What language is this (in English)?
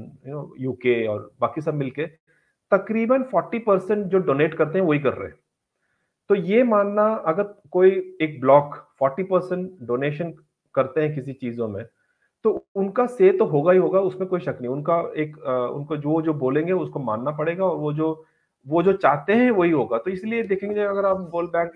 Hindi